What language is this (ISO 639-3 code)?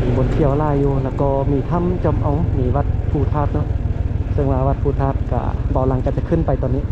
lao